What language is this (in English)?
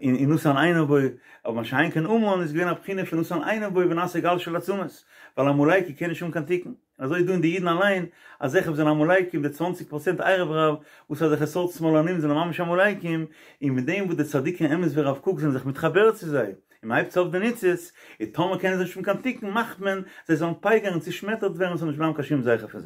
Yiddish